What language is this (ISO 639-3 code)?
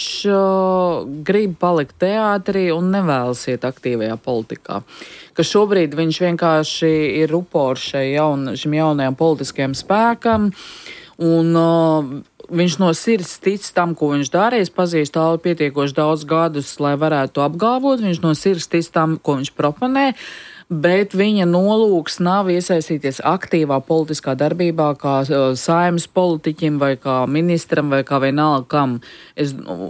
lav